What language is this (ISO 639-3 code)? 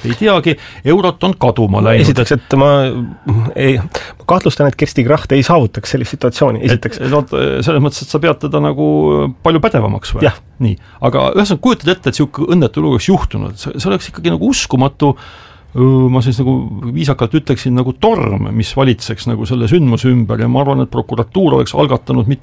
est